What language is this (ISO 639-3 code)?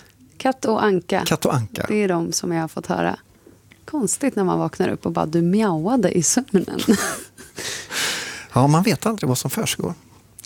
swe